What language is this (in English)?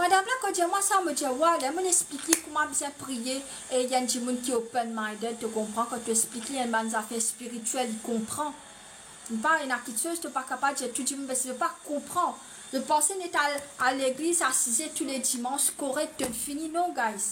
Morisyen